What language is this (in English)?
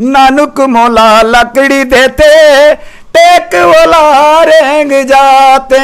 Chhattisgarhi